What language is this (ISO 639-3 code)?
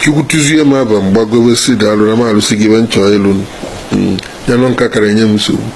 ibo